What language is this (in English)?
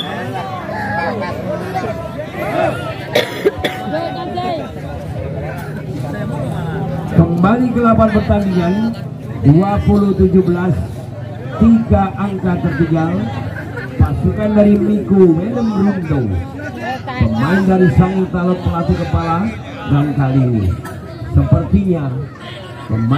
Indonesian